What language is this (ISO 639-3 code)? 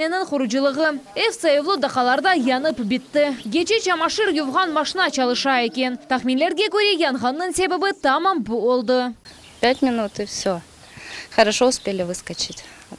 crh